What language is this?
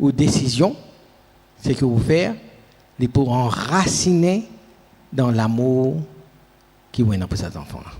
Morisyen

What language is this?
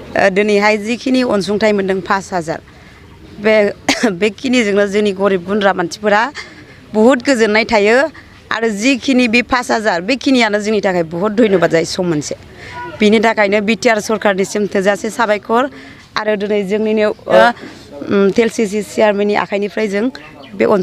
Bodo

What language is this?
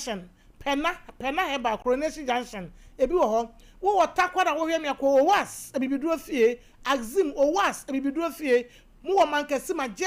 Akan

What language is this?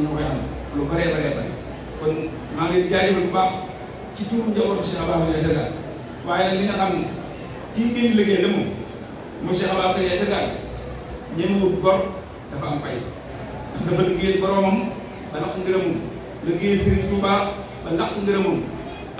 Wolof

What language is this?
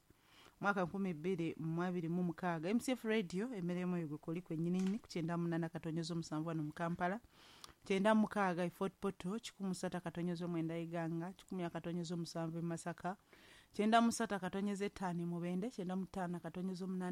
Ganda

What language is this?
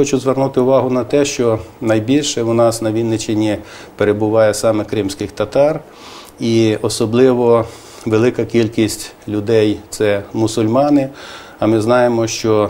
Ukrainian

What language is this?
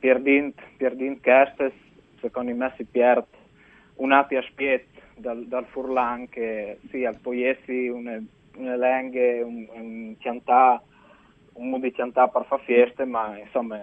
Friulian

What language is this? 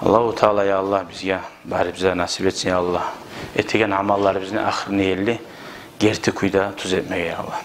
Kumyk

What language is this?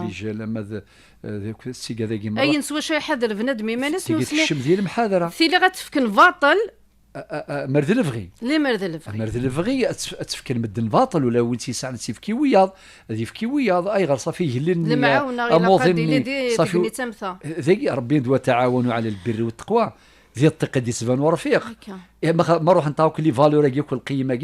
Kabyle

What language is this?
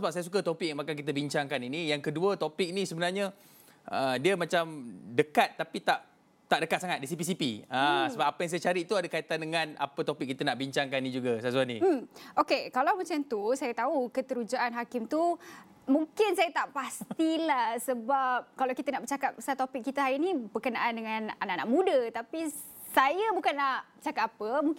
Malay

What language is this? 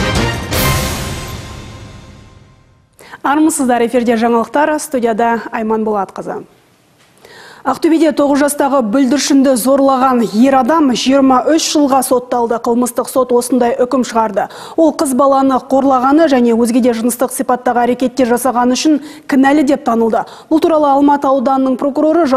Kazakh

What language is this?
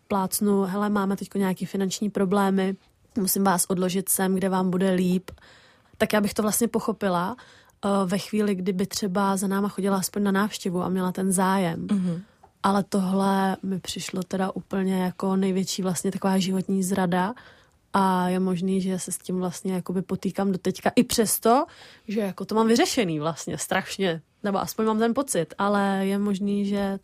Czech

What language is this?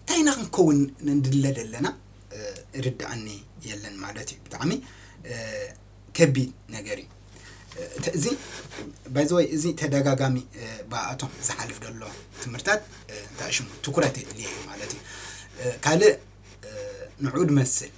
Tigrinya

